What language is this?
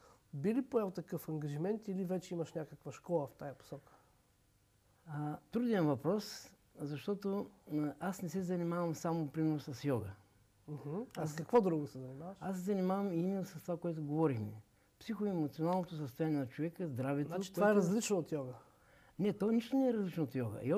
Bulgarian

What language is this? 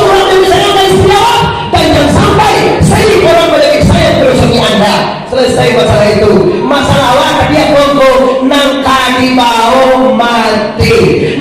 Minangkabau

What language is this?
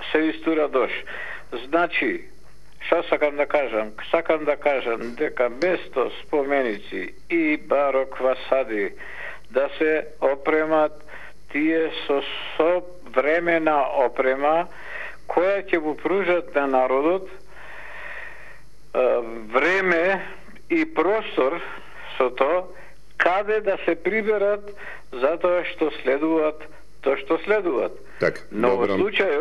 Macedonian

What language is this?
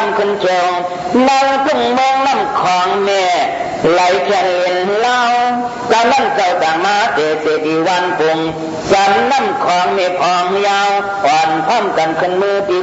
Shan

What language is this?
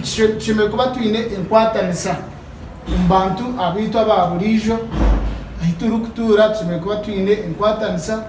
Nyankole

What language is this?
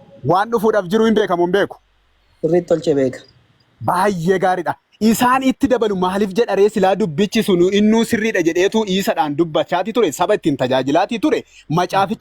Oromo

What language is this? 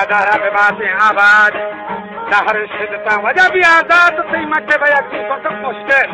Baluchi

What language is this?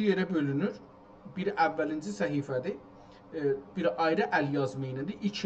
South Azerbaijani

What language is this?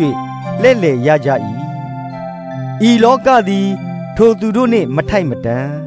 Burmese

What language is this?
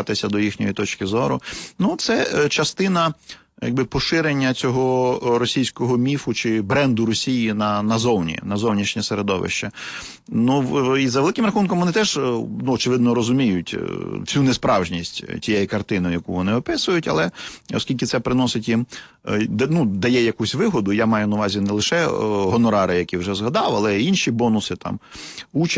Ukrainian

